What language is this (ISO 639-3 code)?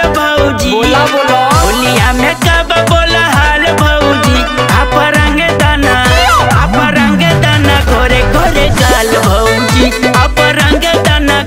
bho